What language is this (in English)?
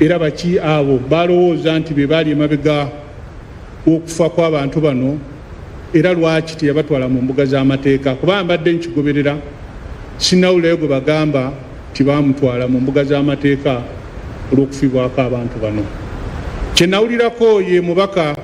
Ganda